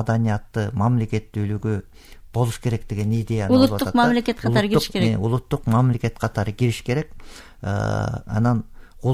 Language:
Kyrgyz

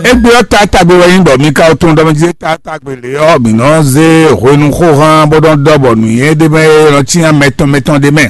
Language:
Fon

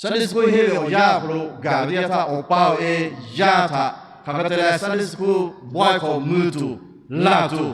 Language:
Lahu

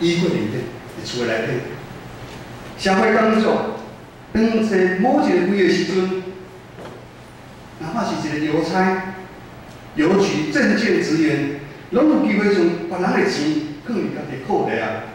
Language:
Min Nan Chinese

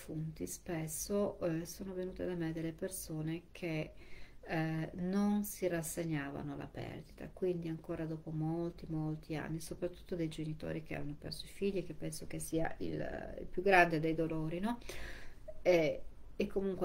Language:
Italian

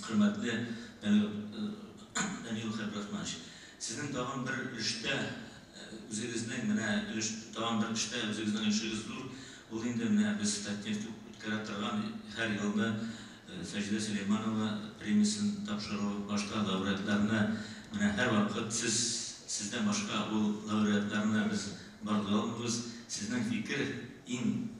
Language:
Tatar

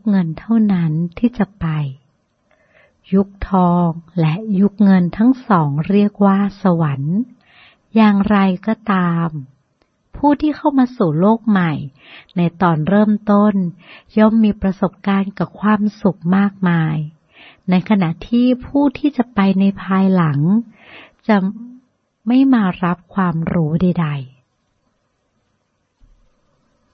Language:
Thai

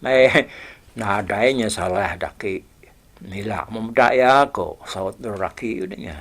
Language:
Iban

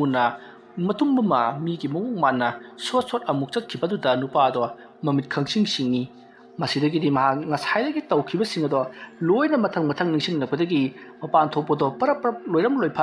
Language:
Manipuri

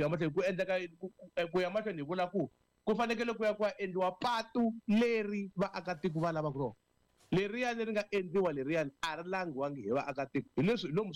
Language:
Tsonga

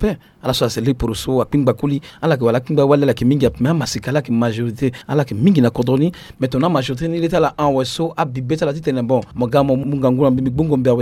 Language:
Sango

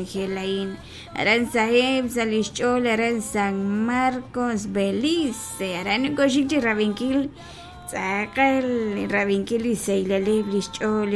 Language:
Kekchí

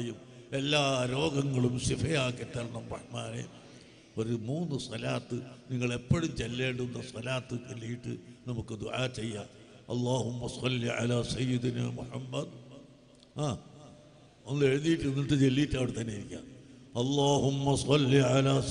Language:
Malayalam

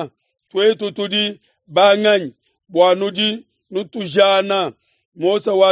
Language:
Luba-Lulua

